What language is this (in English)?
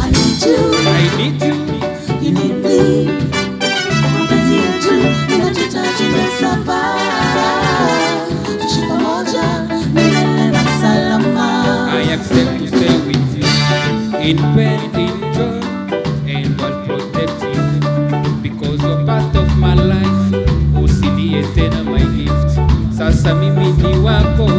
Swahili